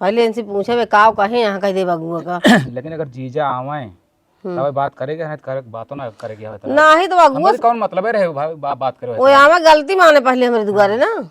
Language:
Awadhi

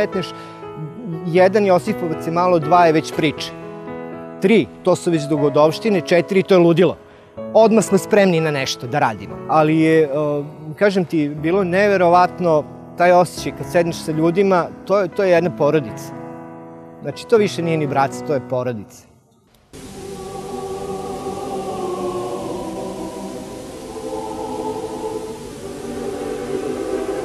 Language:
Serbian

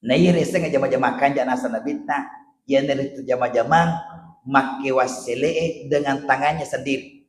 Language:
Buginese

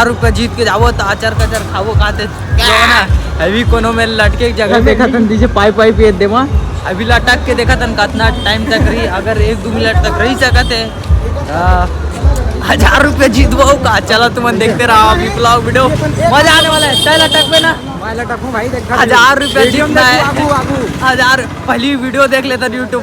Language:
Chhattisgarhi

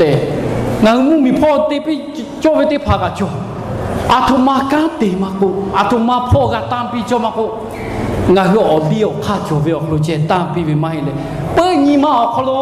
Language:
Lahu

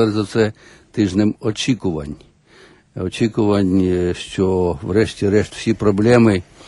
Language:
Ukrainian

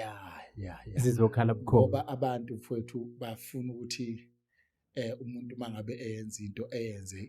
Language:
Zulu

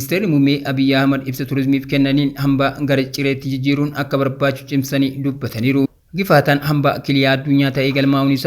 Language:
Oromo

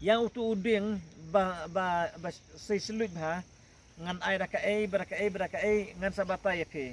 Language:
Khasi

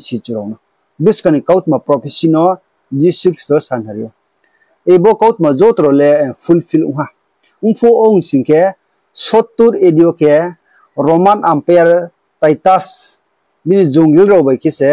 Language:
Riang (India)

